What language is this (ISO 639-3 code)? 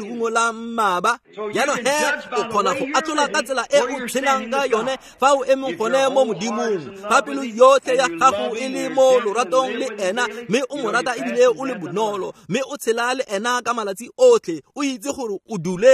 tsn